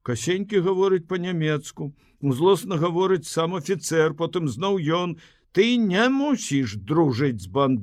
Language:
Belarusian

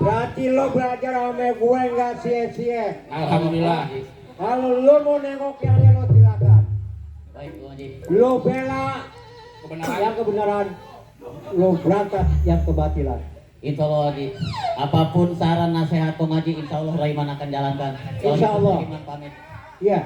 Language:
Betawi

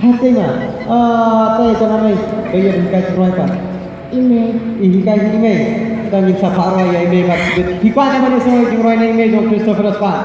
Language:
Khasi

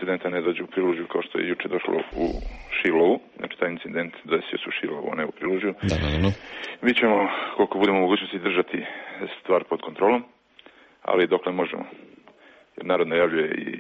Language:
Serbian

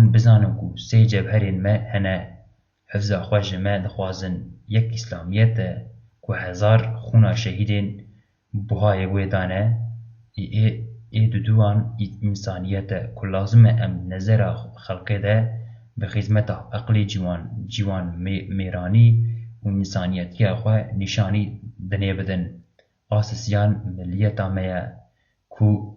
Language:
Kurdish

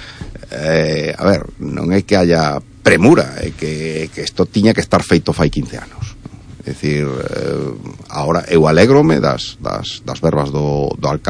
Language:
Galician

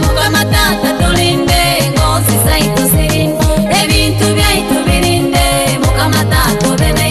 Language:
Nyoro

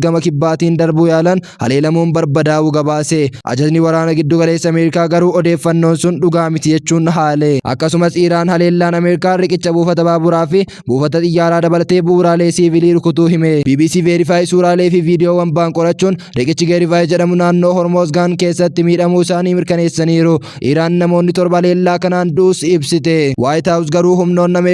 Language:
Oromo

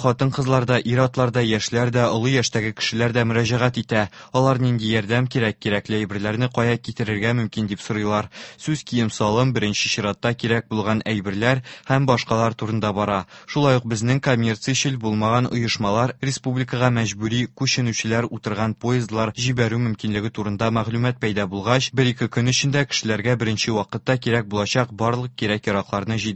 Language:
Tatar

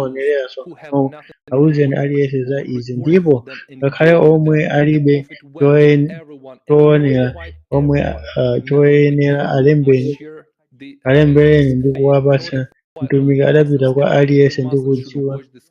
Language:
Nyanja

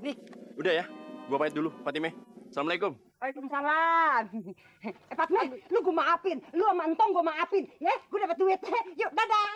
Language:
Betawi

